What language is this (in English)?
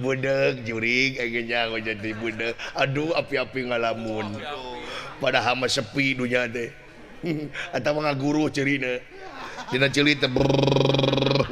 Sundanese